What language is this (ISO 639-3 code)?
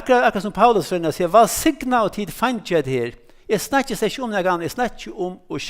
fao